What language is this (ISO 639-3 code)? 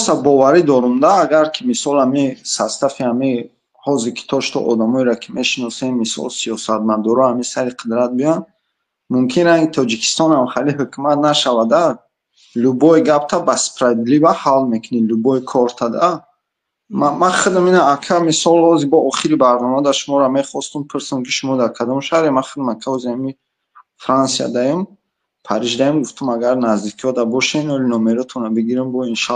tgk